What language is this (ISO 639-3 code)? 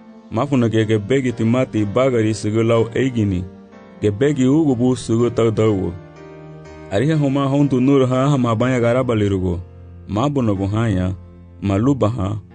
cab